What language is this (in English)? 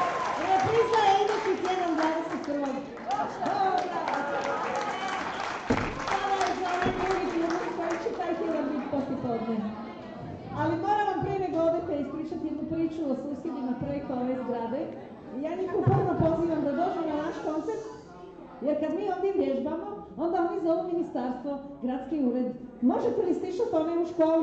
Croatian